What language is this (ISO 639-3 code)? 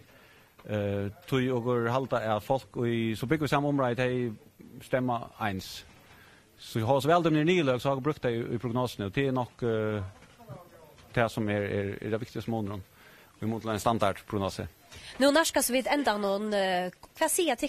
fao